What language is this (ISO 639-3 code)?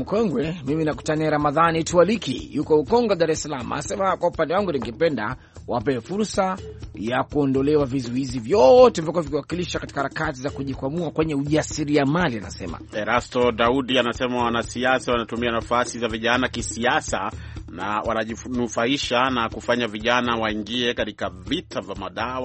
swa